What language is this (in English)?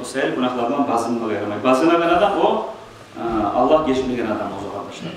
Kumyk